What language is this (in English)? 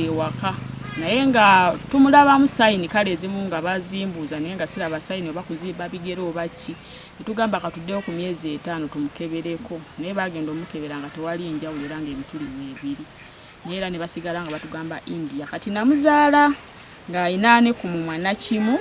Ganda